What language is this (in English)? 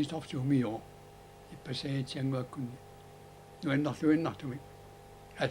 Kalaallisut